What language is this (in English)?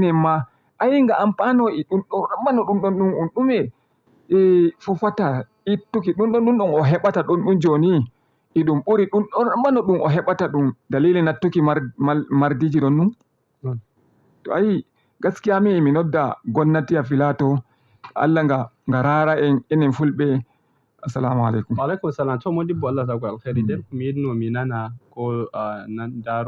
Fula